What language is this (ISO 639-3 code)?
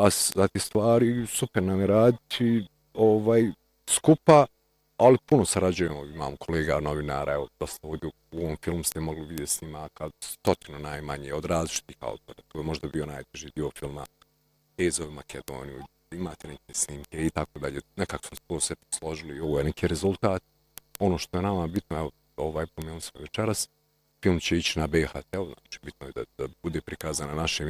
bos